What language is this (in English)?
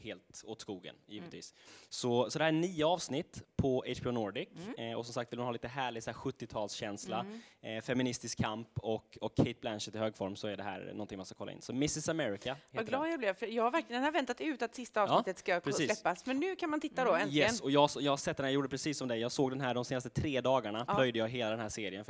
Swedish